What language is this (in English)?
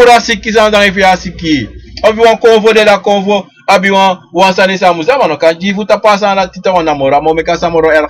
Sranan Tongo